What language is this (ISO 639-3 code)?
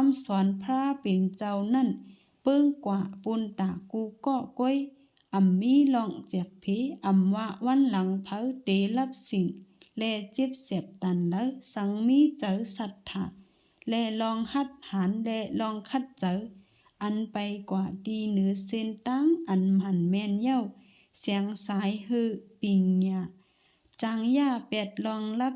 shn